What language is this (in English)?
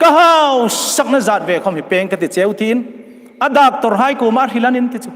Hmar